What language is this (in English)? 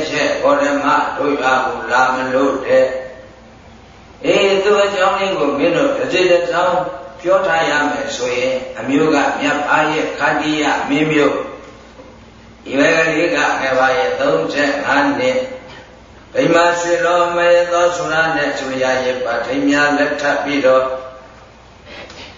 Burmese